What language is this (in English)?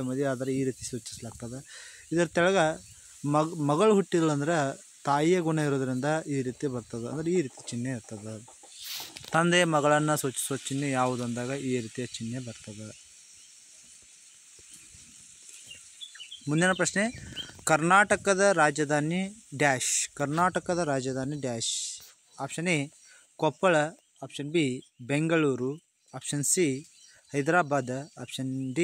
Kannada